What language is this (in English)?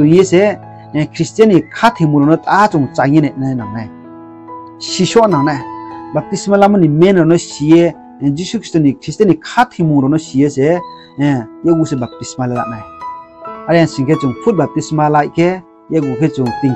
Riang (India)